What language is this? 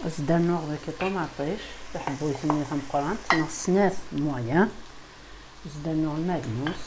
Kabyle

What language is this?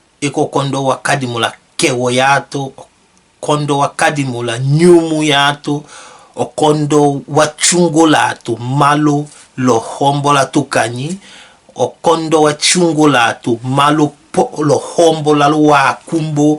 Tetela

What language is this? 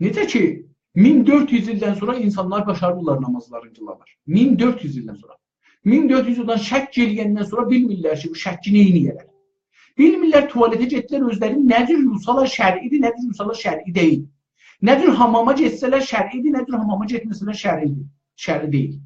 South Azerbaijani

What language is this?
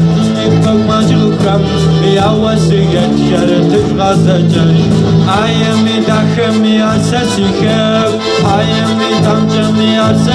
Kabardian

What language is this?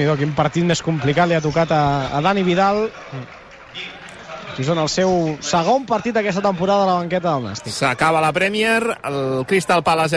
Catalan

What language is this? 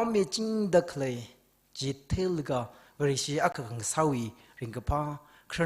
Tangkhul Naga (India)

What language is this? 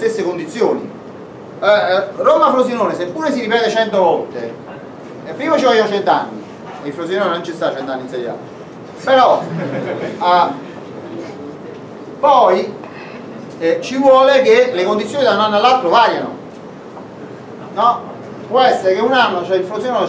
Italian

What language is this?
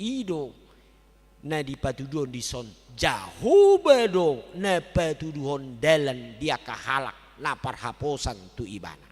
Batak Toba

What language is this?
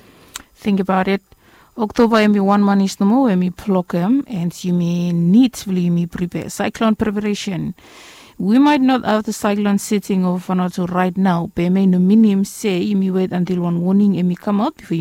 Bislama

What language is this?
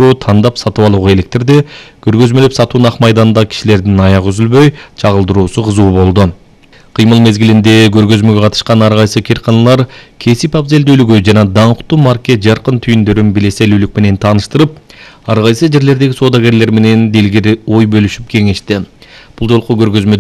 Kyrgyz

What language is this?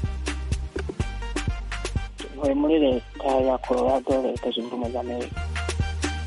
Kinyarwanda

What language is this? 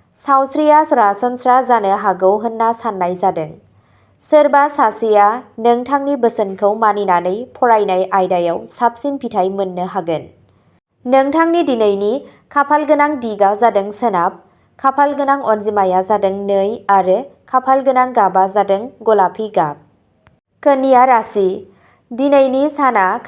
Bodo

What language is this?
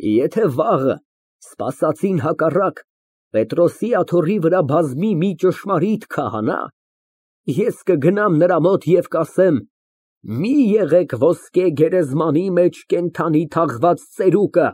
Armenian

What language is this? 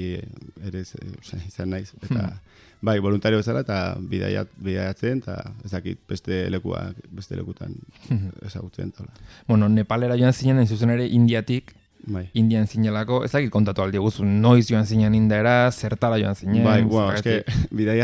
Basque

